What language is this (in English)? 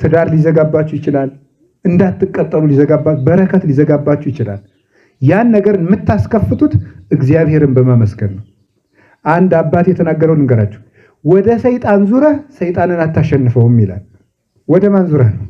Amharic